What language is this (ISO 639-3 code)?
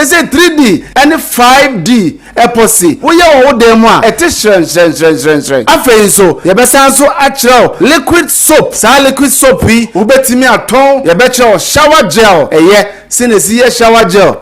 aka